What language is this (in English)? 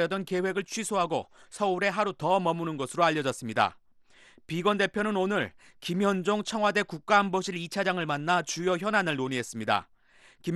Korean